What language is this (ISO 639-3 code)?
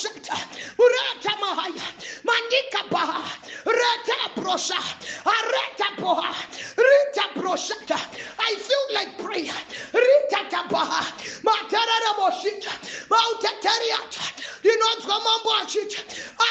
sna